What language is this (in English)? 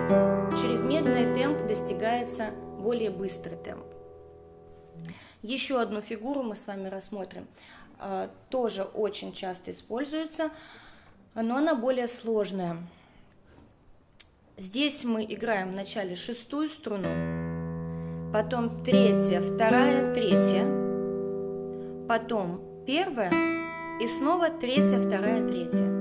Russian